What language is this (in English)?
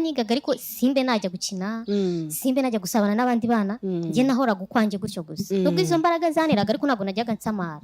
Kinyarwanda